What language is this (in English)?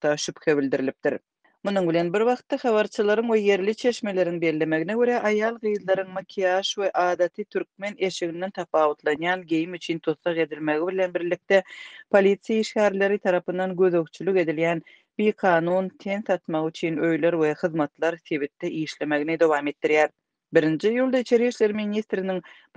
Turkmen